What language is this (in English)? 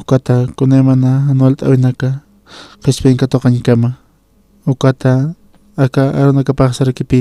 Aymara